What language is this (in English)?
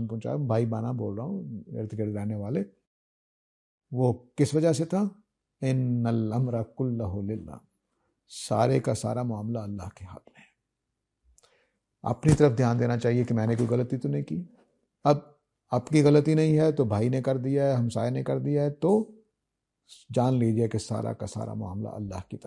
Urdu